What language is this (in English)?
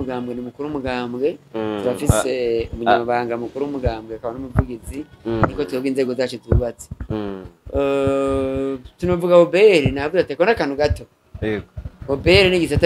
Rundi